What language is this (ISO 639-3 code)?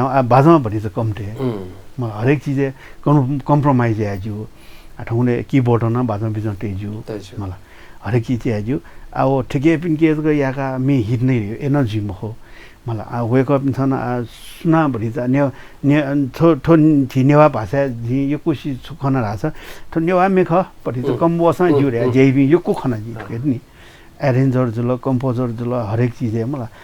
new